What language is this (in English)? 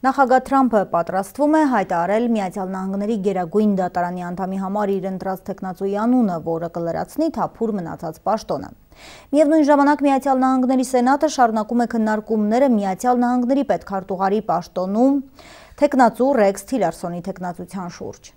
Armenian